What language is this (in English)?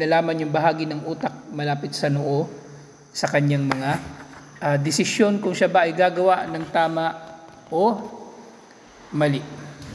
Filipino